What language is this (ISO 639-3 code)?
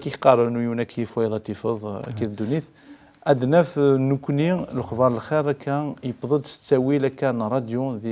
kab